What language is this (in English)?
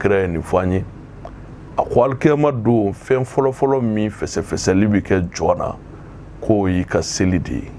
Bambara